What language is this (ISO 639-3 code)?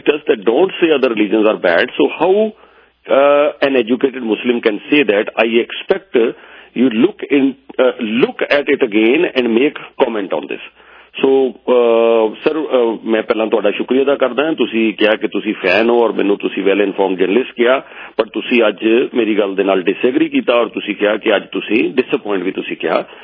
pan